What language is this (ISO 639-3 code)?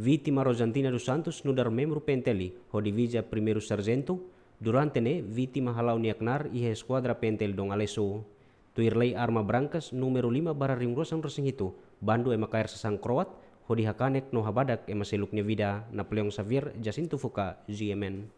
tet